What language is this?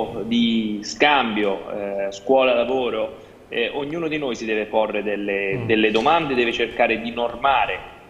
Italian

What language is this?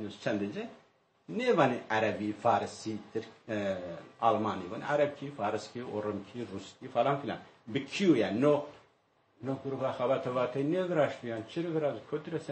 Zaza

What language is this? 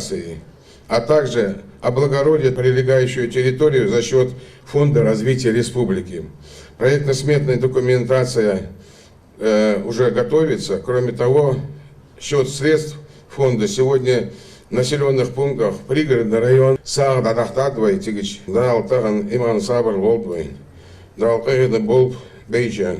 Ingush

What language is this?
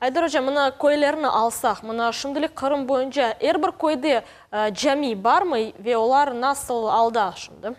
Crimean Tatar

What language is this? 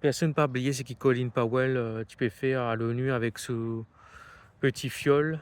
Morisyen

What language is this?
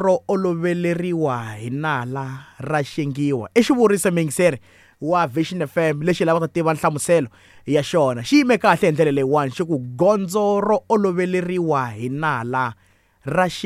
Tsonga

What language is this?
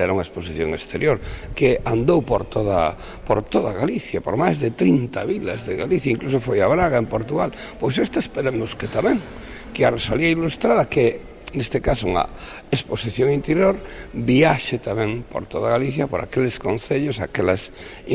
Galician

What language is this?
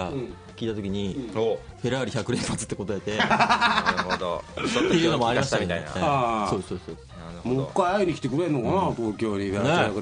Japanese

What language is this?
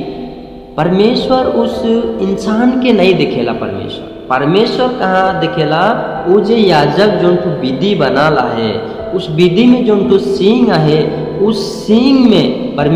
Sadri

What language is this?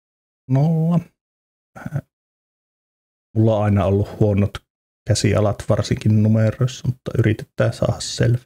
Finnish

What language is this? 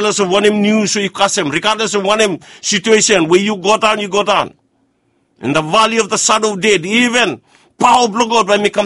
Bislama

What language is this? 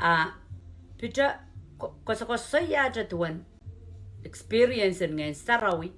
Pohnpeian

